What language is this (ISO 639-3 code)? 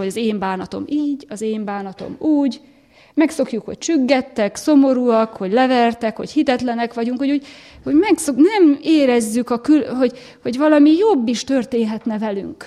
hun